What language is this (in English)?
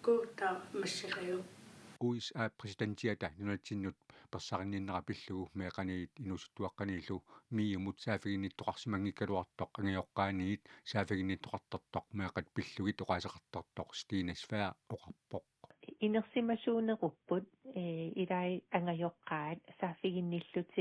Kalaallisut